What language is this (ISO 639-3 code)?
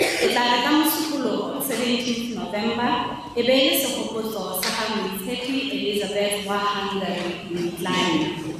tsn